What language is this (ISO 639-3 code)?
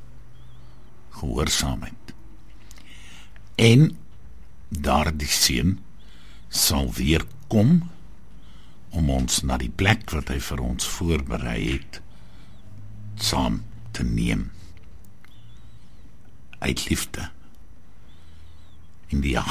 afr